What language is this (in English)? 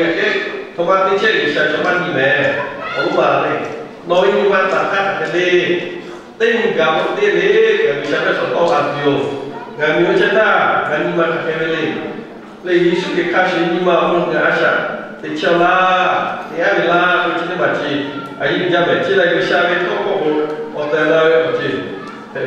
Lahu